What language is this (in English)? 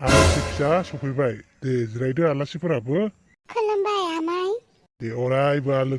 Bodo